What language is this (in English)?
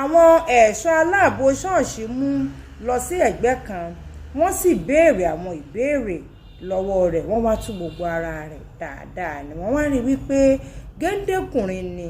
Yoruba